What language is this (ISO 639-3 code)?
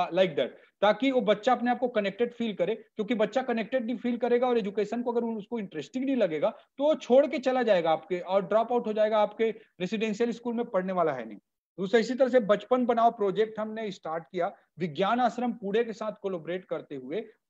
hin